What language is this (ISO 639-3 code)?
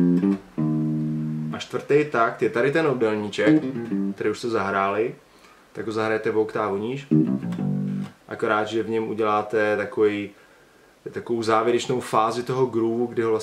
ces